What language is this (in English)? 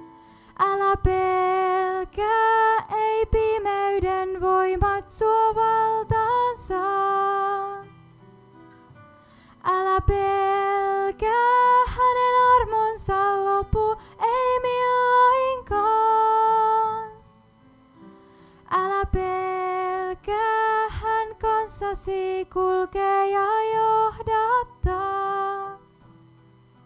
Finnish